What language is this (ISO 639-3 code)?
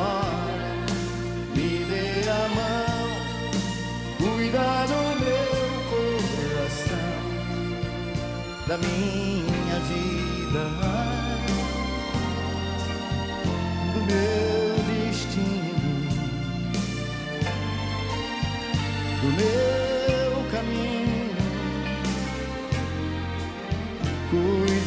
por